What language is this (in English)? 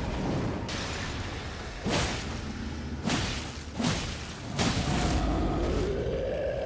Hungarian